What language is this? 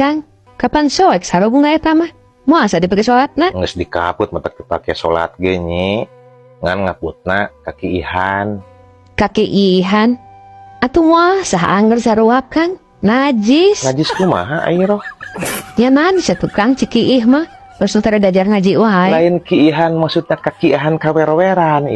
Sundanese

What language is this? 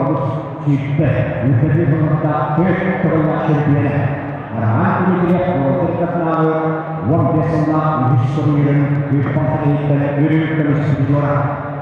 Yakut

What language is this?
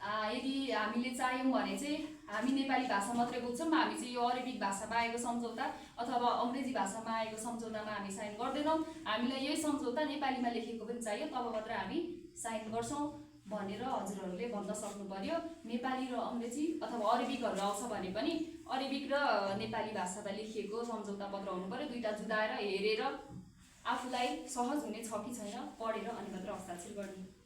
Nepali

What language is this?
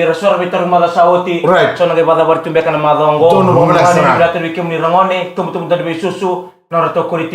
Fijian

